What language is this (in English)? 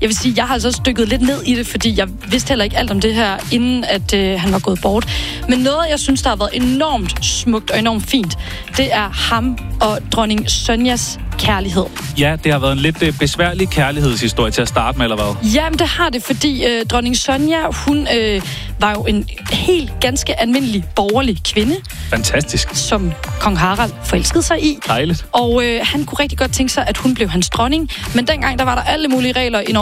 Danish